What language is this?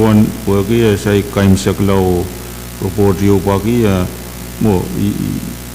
Pohnpeian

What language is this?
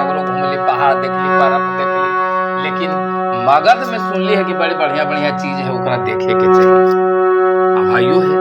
Magahi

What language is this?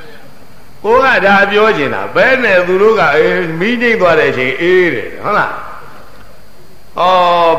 Burmese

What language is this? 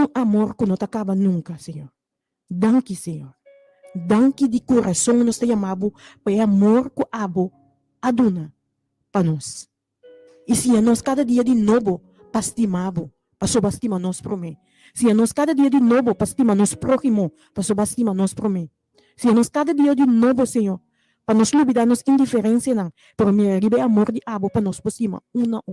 Papiamento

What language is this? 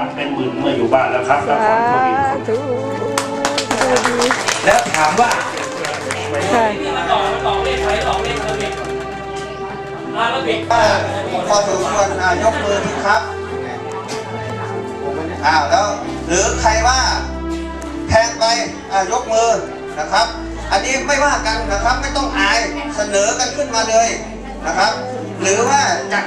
Thai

